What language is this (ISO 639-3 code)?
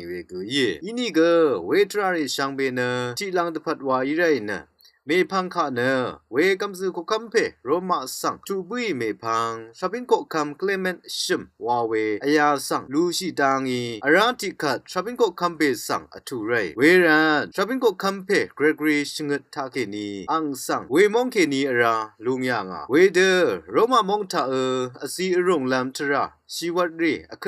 raw